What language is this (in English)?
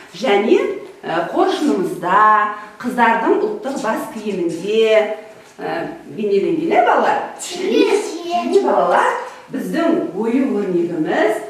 Kazakh